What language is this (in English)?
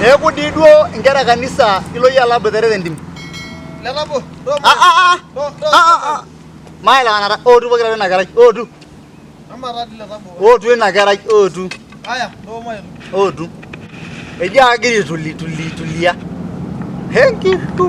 Masai